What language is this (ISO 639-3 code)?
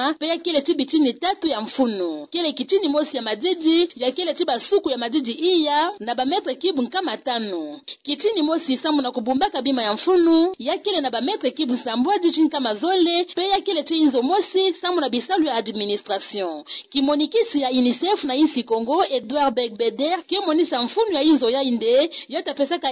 ktu